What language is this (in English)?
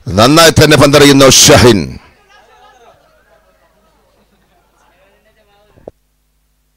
Malayalam